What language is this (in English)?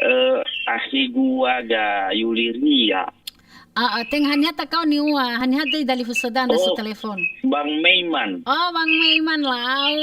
Nias